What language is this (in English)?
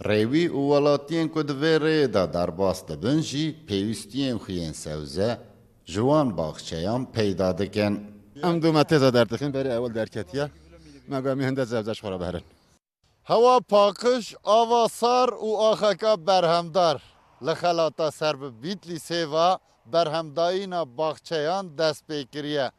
Kurdish